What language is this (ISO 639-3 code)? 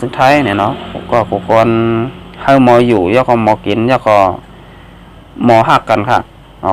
shn